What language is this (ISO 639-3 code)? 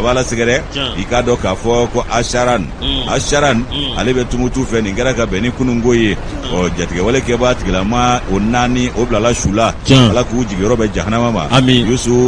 bam